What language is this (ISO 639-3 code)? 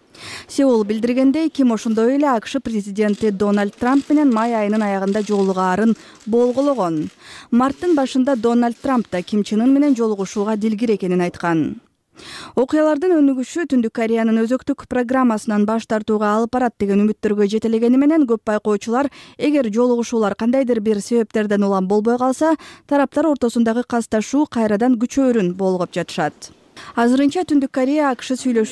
kir